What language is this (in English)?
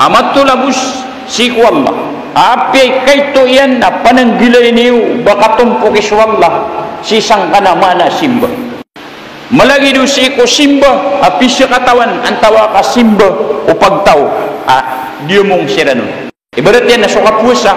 Maranao